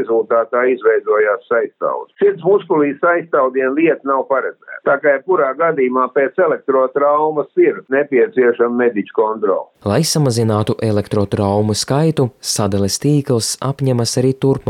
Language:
Latvian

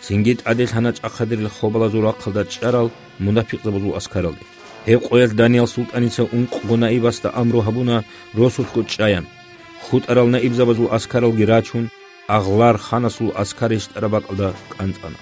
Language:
Avaric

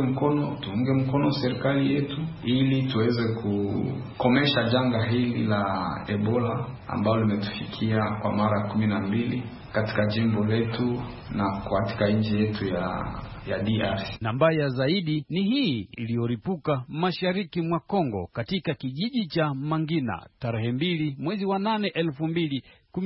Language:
Swahili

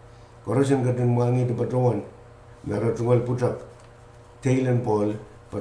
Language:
Pohnpeian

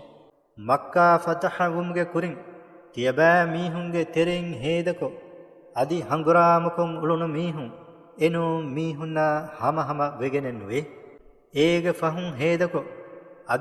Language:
Divehi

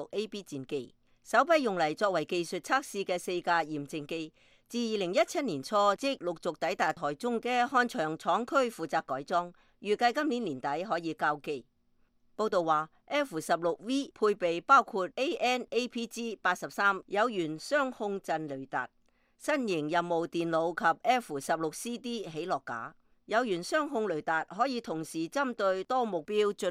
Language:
Cantonese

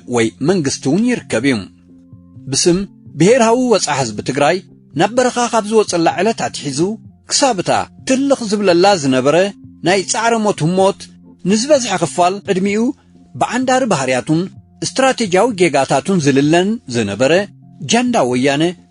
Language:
Tigrinya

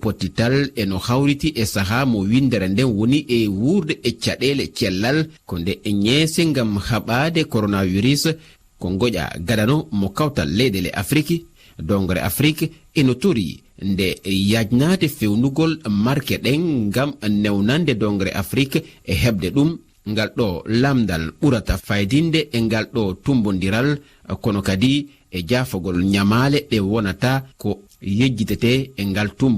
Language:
Fula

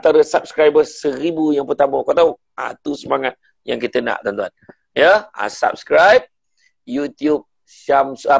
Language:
Malay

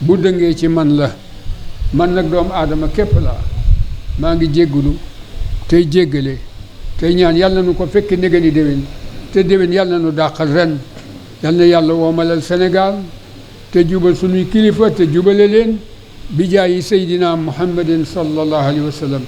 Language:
Wolof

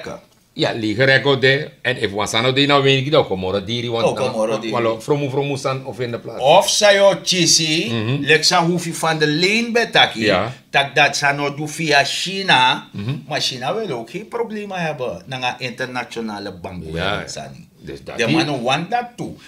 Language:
Sranan Tongo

